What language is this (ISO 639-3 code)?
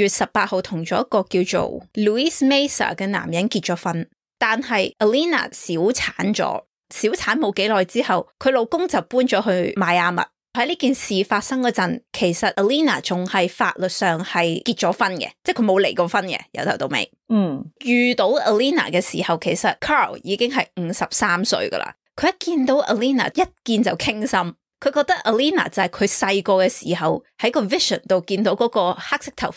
yue